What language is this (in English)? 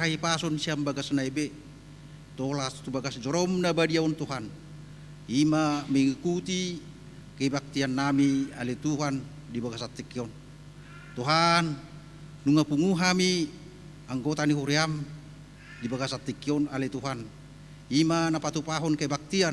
Batak Toba